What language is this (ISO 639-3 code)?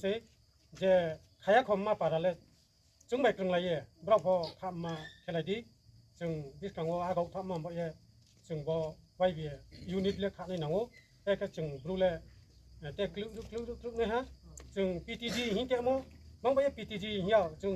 ria